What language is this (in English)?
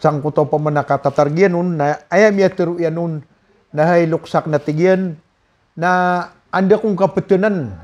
Maranao